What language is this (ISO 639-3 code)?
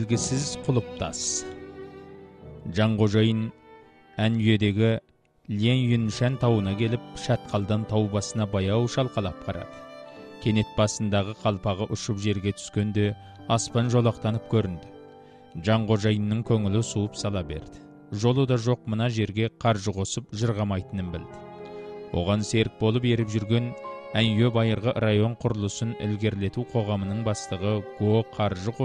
kaz